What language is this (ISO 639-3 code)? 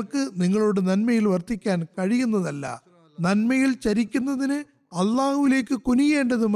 mal